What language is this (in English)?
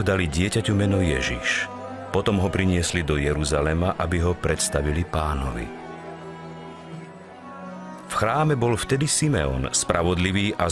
Slovak